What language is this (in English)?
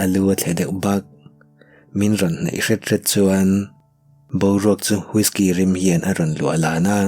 Mizo